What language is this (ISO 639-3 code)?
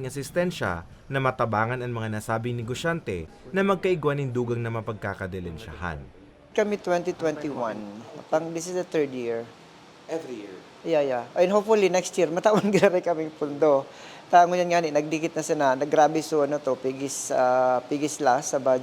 bik